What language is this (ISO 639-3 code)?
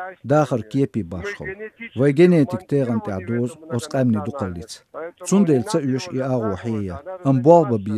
che